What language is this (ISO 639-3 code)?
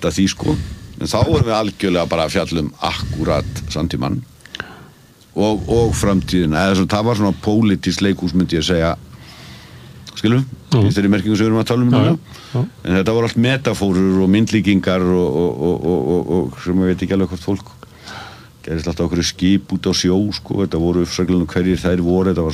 isl